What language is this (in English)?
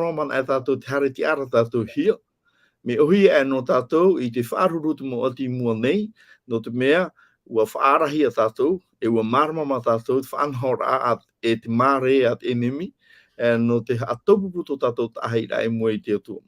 Tahitian